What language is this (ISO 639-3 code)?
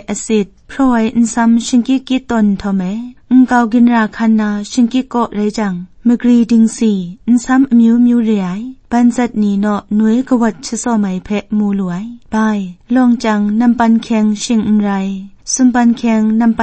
kac